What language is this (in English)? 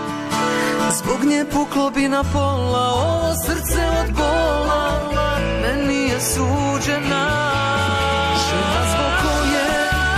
Bosnian